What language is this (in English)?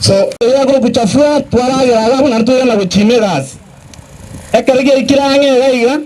Gusii